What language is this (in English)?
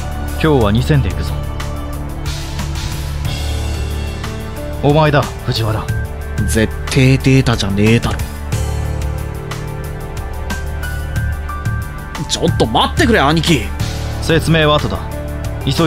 Japanese